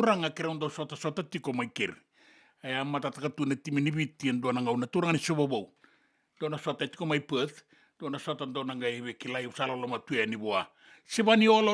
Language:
Fijian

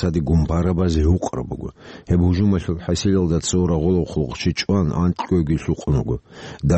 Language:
Avaric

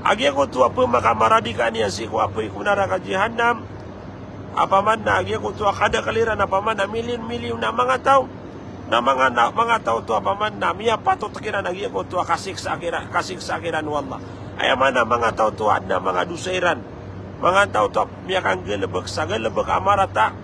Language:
Maranao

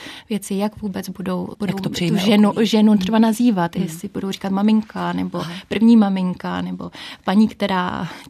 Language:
Czech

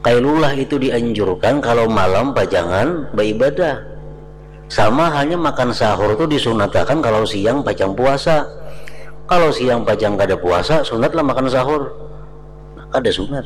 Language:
Banjar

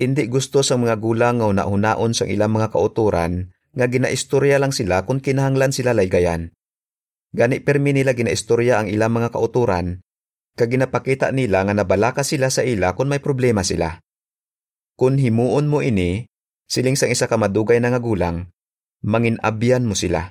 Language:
Hiligaynon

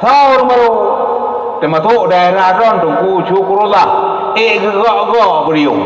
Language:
Achinese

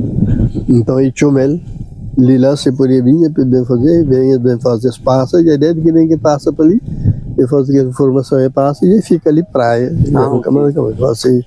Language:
Kabuverdianu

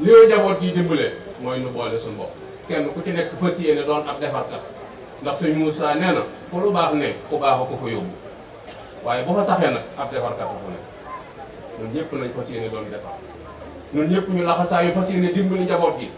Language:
Wolof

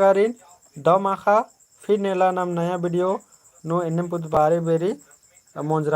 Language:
Kurukh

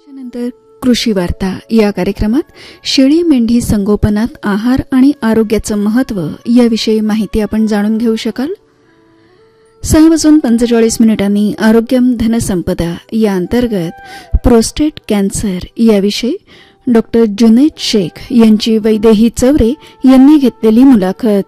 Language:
Marathi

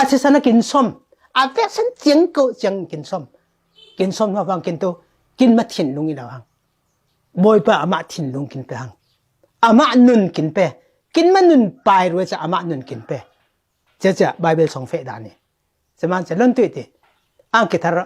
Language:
Falam Chin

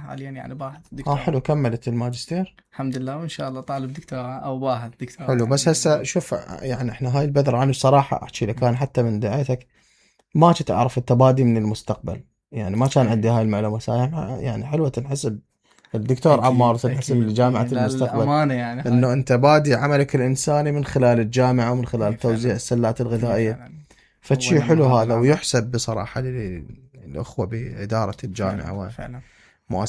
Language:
Mesopotamian Arabic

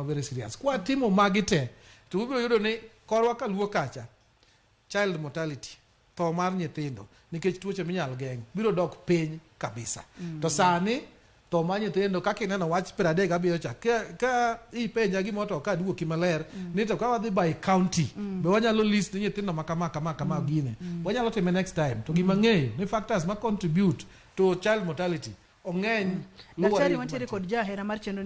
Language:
Luo (Kenya and Tanzania)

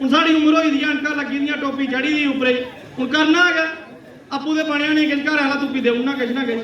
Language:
Dogri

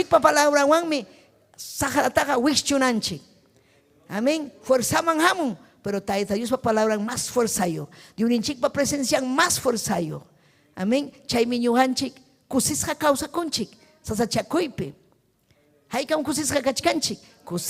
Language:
Ayacucho Quechua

